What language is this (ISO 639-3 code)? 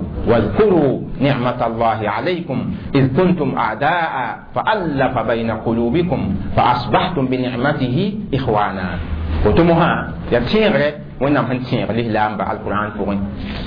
mos